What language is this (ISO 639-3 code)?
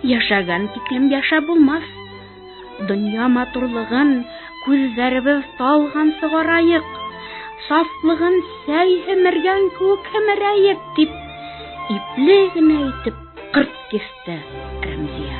bak